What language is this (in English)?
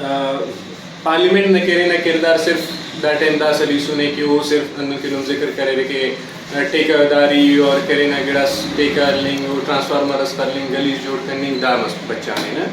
Brahui